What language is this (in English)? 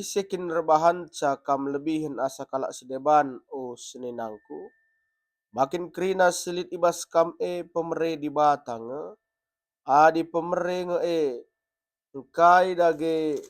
Batak Karo